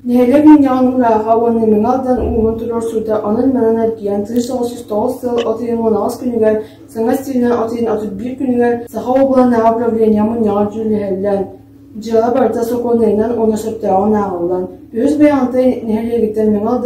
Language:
Yakut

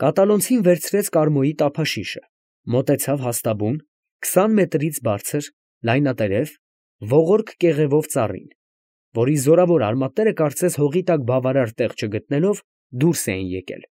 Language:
Armenian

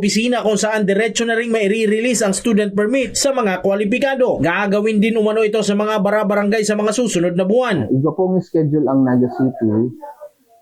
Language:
Bikol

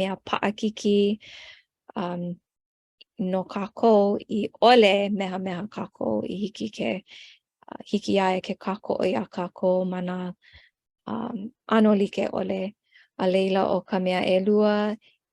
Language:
Hawaiian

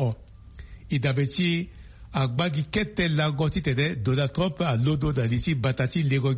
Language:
Sango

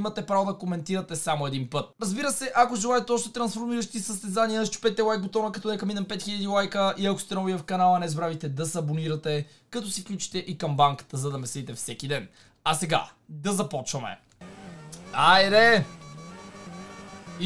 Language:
Bulgarian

